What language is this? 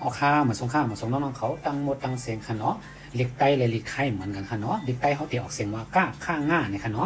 Shan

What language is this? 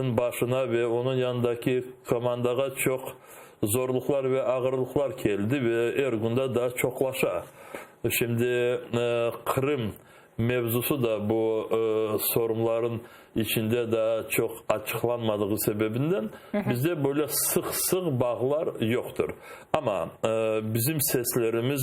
Crimean Tatar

